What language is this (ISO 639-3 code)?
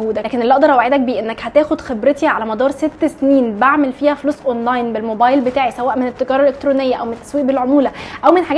arz